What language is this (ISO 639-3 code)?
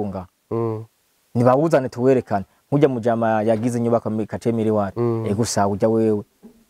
run